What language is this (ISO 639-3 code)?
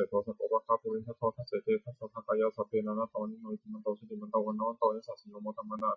pli